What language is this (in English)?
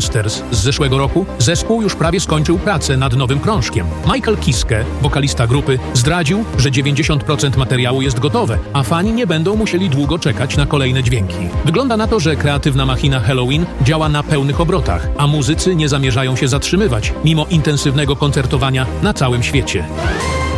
Polish